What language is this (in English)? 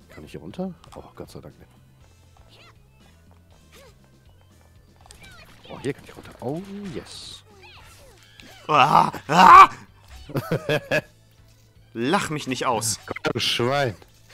German